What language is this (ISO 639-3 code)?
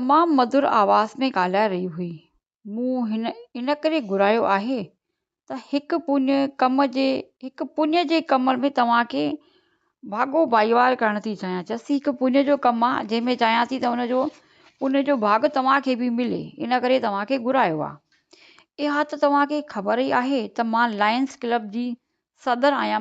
snd